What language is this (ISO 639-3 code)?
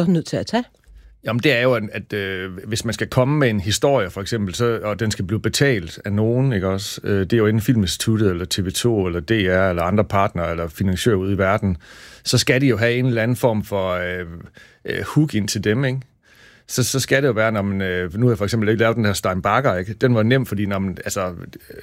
dan